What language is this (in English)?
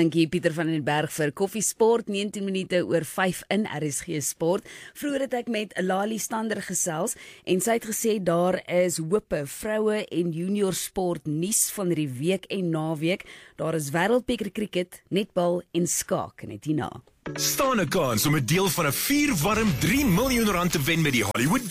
Afrikaans